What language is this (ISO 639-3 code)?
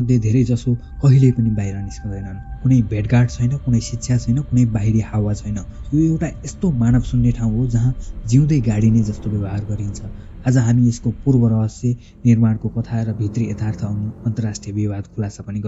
nep